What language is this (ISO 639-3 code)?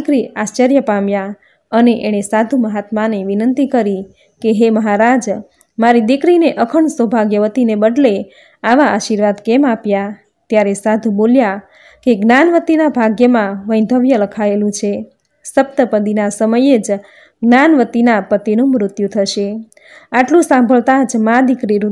guj